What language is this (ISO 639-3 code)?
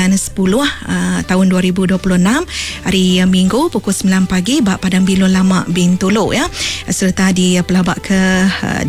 iba